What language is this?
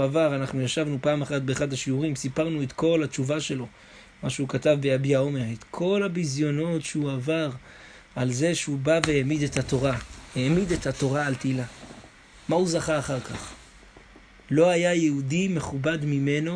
Hebrew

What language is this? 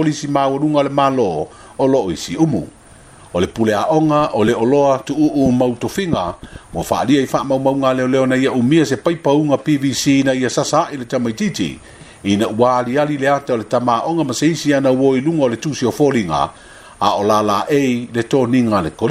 Samoan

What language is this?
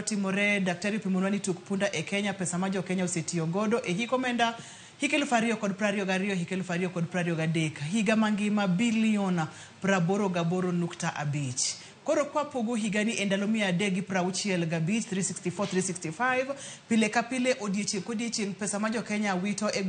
Luo (Kenya and Tanzania)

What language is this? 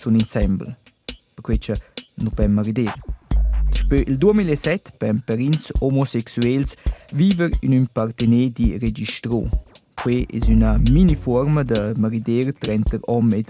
Romansh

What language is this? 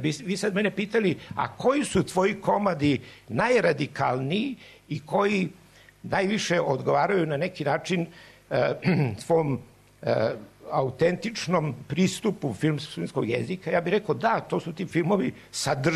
Serbian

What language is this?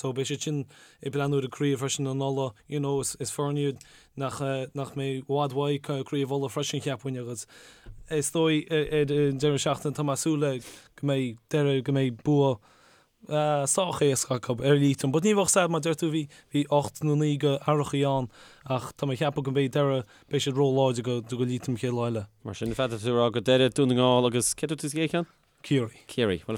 Irish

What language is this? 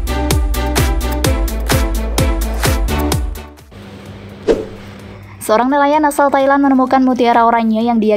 Indonesian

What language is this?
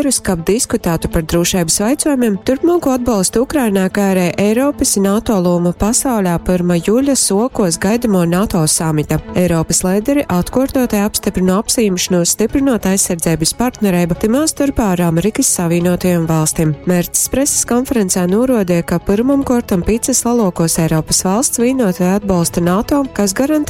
Latgalian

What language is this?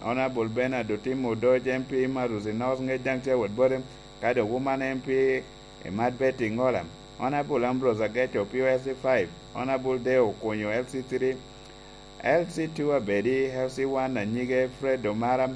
Lango (Uganda)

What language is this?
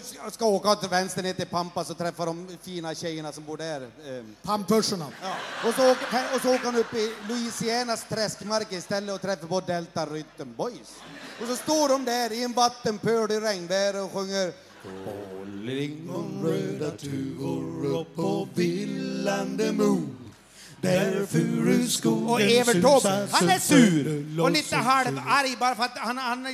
Swedish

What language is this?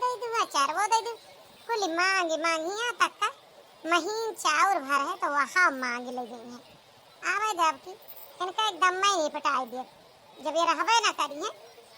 Awadhi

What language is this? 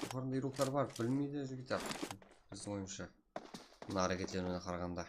Kara-Kalpak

